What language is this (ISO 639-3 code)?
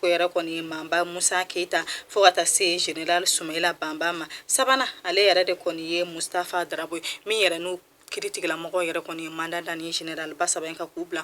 bam